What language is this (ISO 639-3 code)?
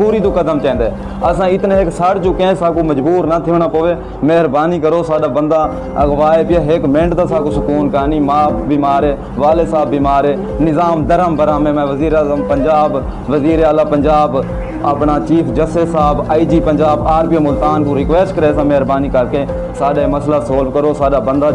skr